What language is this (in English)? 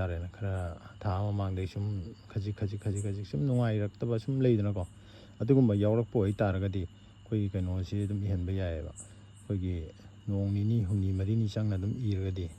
Manipuri